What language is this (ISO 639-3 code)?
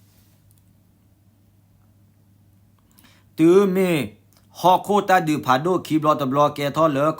ksw